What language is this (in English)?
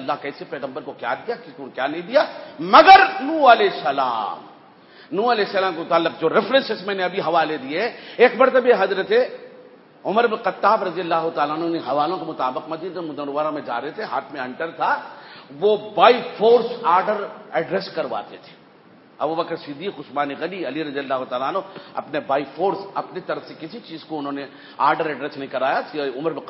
Urdu